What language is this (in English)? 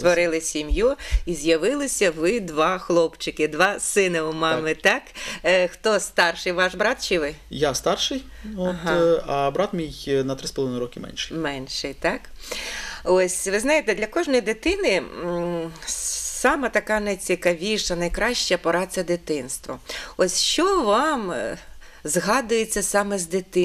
Ukrainian